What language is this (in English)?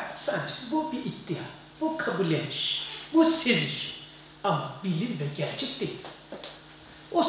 Turkish